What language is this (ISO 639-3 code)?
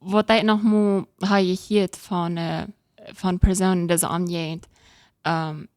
pdt